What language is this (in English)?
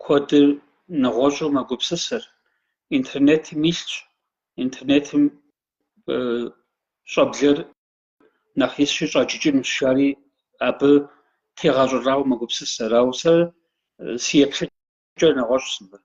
Kabardian